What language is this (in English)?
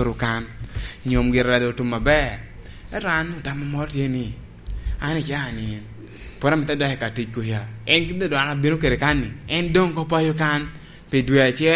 Lango (Uganda)